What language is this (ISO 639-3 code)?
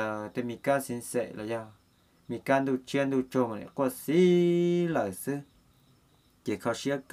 vie